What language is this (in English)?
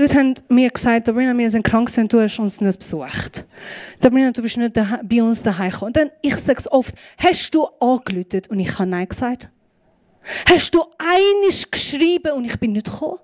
Swiss German